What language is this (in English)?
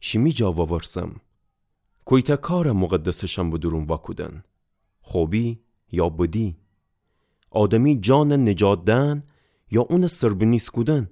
Gilaki